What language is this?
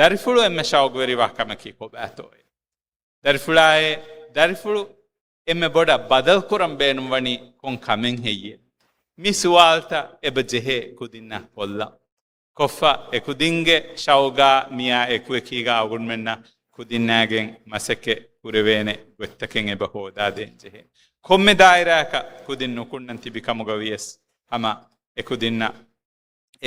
Divehi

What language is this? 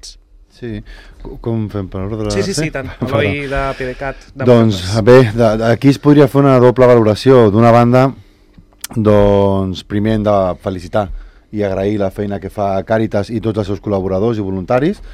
Catalan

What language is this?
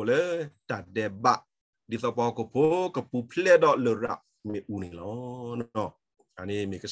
S'gaw Karen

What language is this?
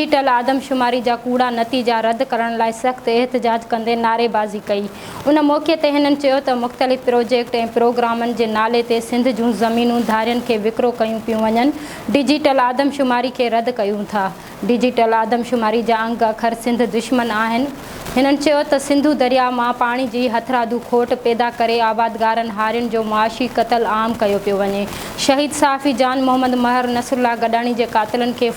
Sindhi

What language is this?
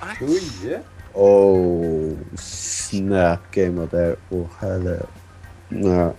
Faroese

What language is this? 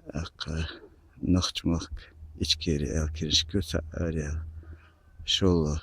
Chechen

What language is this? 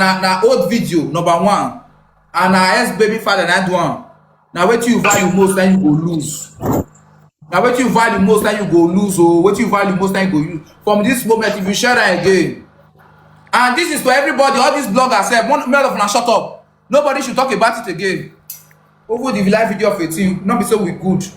Nigerian Pidgin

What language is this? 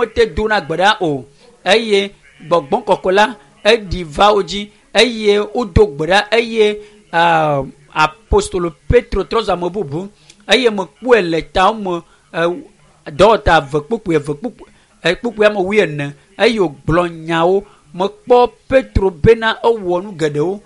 Ewe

